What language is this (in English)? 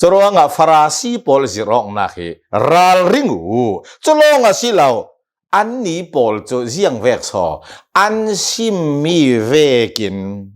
Hakha Chin